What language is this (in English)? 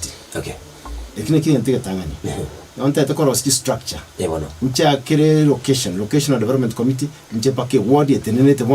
Gusii